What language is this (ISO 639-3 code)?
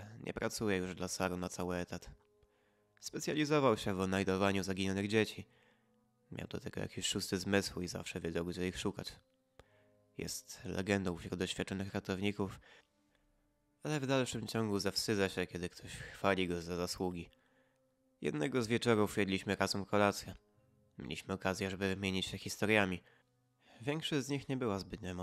pol